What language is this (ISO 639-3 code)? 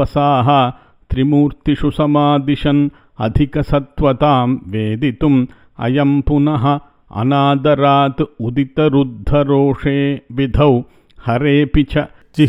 san